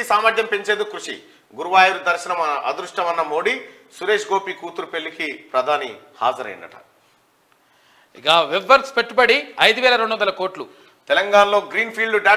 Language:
Telugu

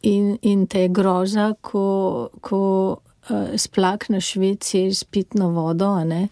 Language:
Slovenian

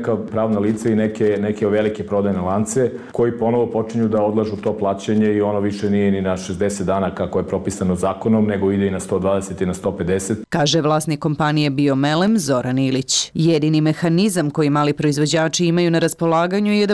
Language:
Serbian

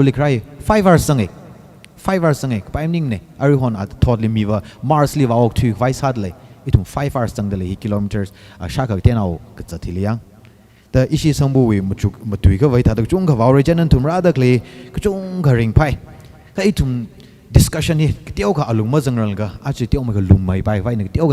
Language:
Tangkhul Naga (India)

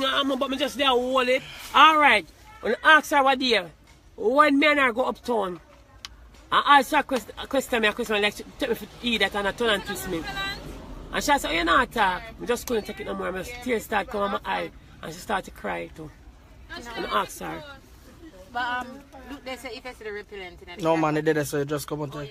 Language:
Jamaican Creole English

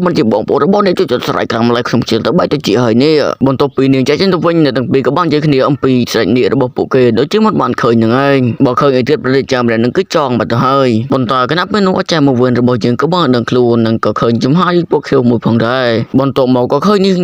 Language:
Khmer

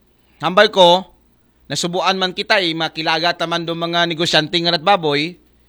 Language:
Aklanon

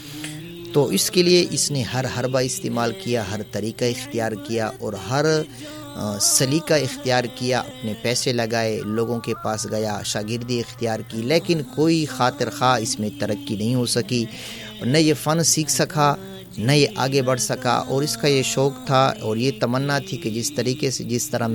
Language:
Urdu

